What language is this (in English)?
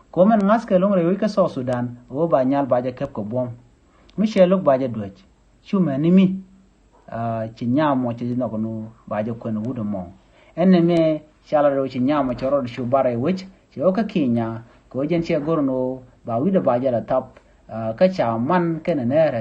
Nuer